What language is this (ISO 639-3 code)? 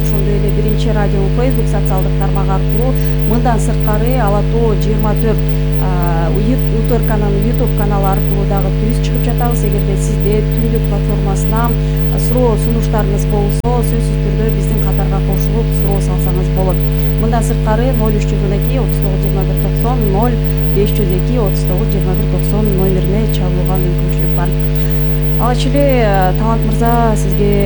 kir